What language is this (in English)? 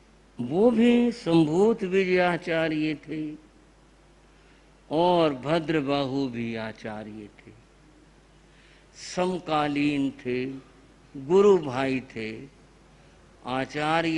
Hindi